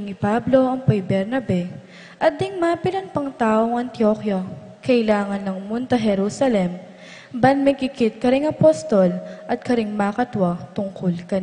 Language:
Pampanga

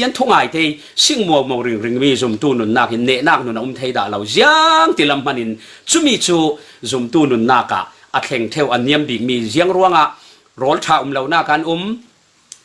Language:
Falam Chin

